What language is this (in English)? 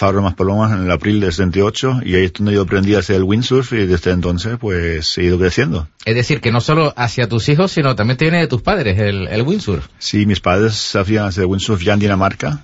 Spanish